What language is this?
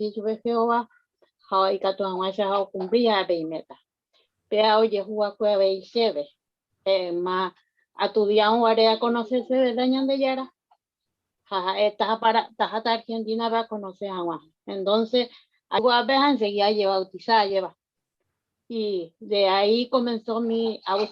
Guarani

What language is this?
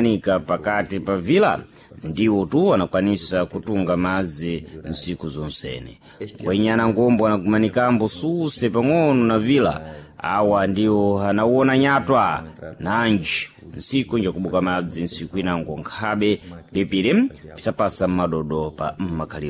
Sena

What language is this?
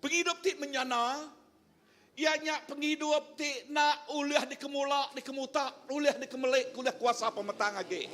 Iban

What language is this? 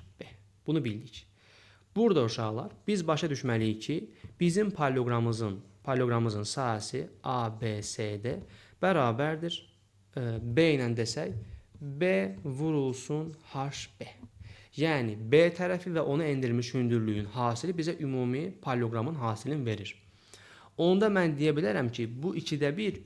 Azerbaijani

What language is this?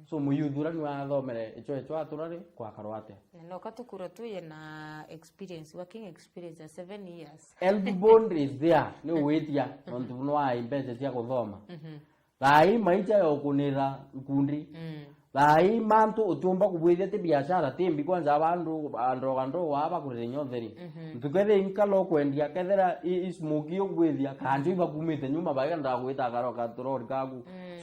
Meru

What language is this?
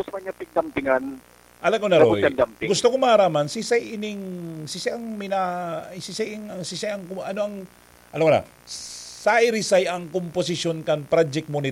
Bikol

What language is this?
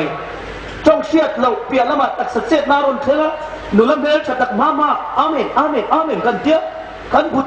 Hmar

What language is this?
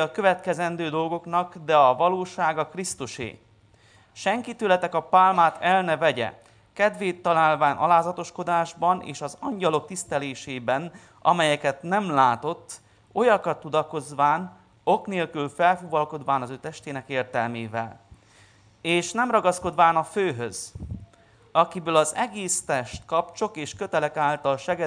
Hungarian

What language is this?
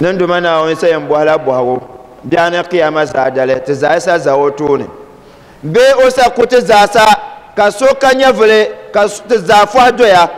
Dagbani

